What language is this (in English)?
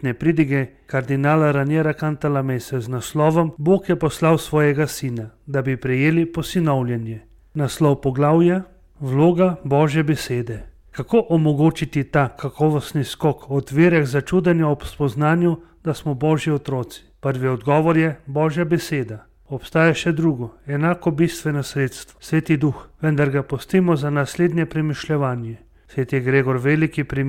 Slovenian